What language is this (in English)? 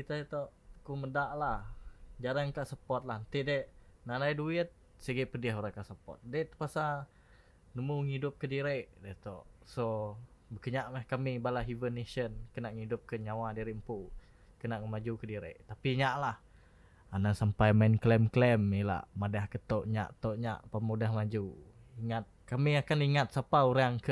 Iban